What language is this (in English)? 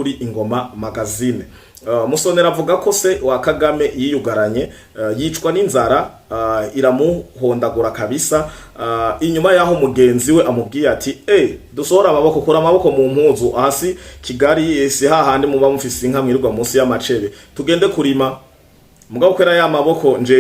Rundi